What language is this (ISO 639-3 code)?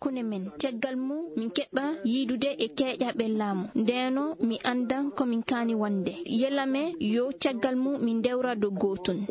ffm